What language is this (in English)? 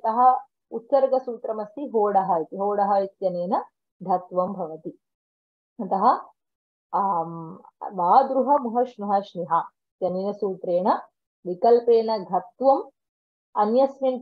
Sanskrit